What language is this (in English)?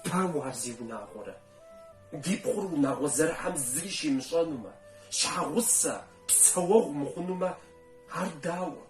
Kabardian